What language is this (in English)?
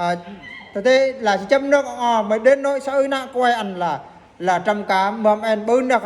Eastern Bru